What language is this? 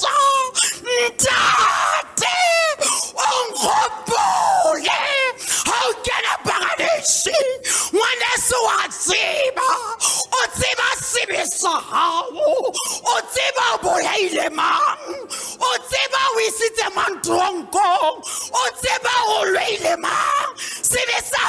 Southern Sotho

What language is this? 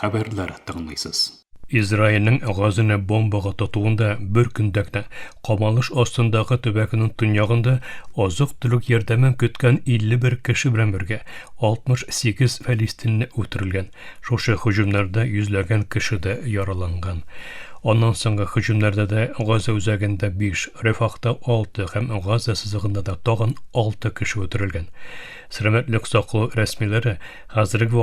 Tatar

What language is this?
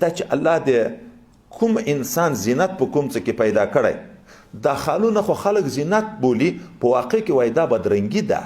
Pashto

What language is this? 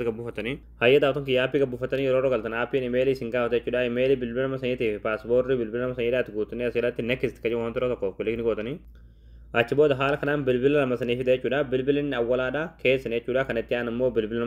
Oromo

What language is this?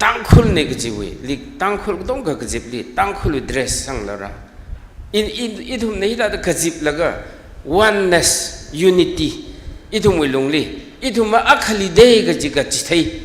Tangkhul Naga (India)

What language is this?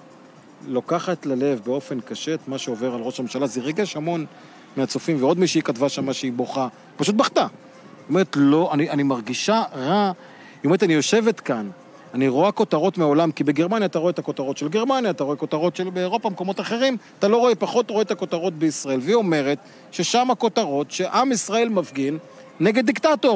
Hebrew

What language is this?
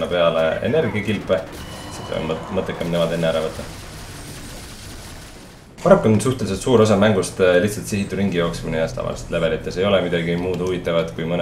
Estonian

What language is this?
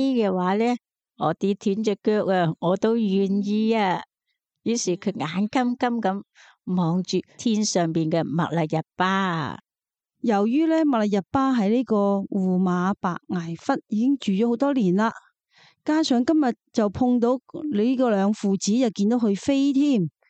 Cantonese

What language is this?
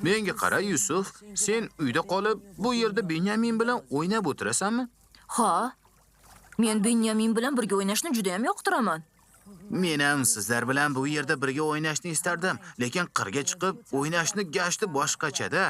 Uzbek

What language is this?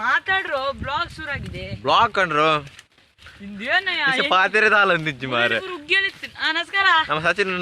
Tulu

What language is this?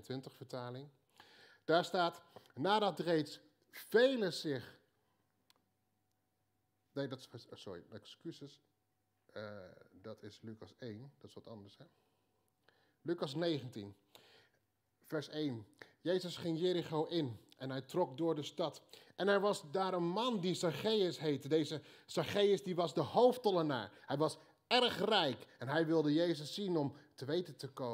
Dutch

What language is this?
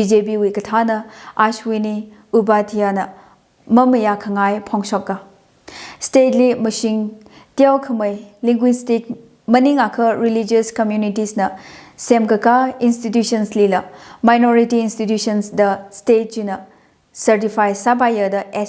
Tangkhul Naga (India)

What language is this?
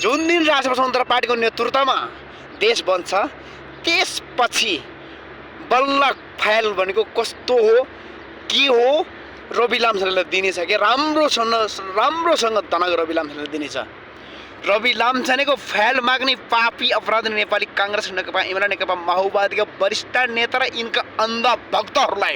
Nepali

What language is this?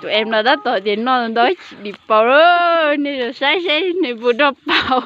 Hmong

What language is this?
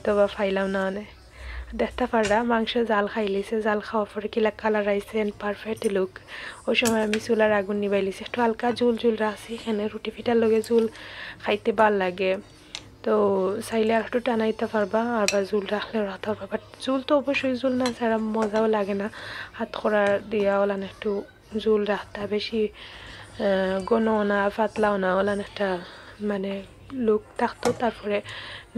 Sylheti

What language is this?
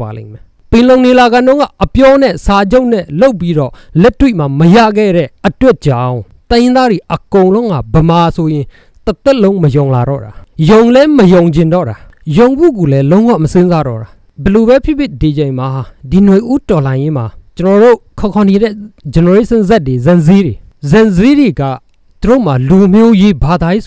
Burmese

